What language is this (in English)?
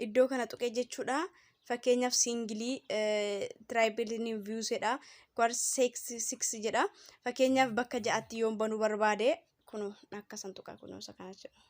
Oromo